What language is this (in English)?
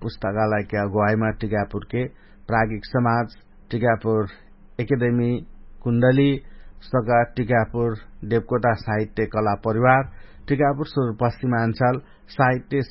Dangaura Tharu